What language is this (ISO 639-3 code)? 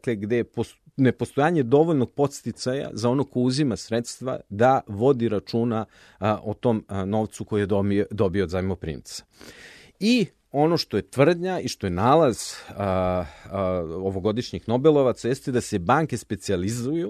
srp